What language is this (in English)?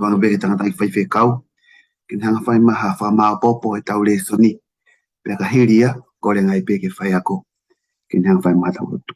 Tongan